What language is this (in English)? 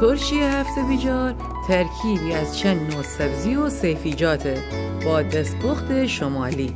Gilaki